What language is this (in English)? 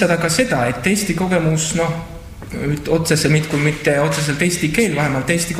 Estonian